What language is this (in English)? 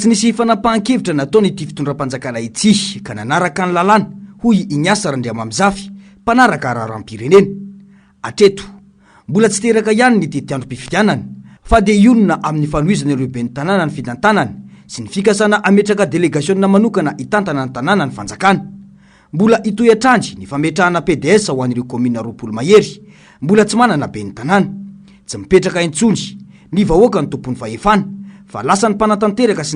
Malagasy